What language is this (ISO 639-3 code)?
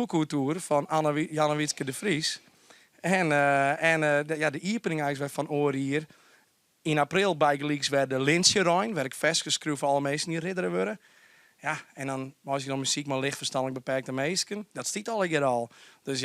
fry